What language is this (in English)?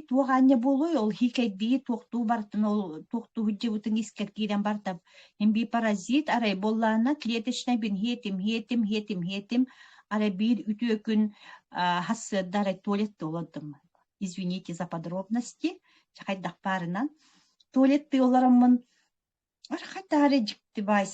Yakut